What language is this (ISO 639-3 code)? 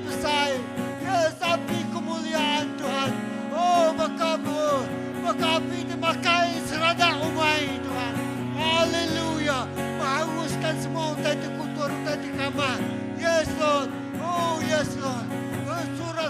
iba